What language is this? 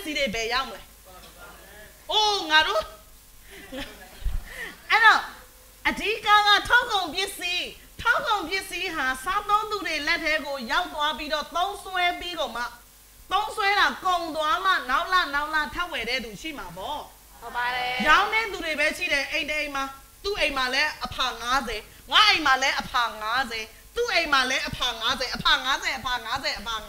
Burmese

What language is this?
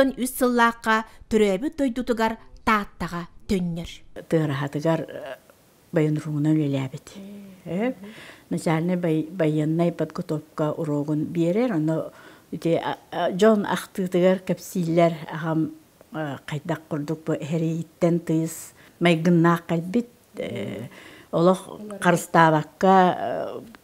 Yakut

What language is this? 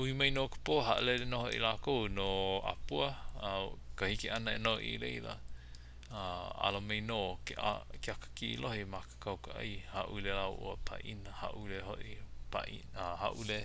Hawaiian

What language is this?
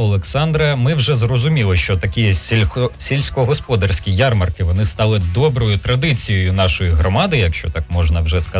Ukrainian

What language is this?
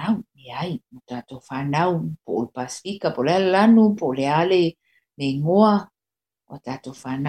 Samoan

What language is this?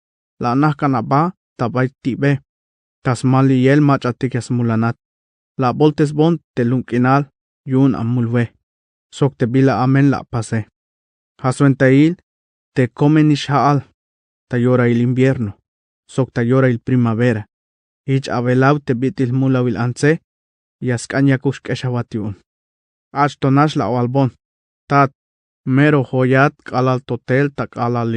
Tzeltal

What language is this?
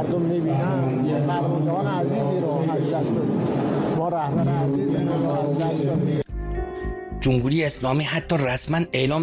Persian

